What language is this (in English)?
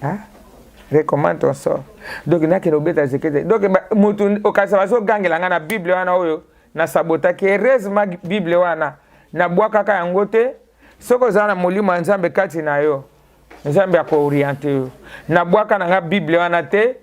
Lingala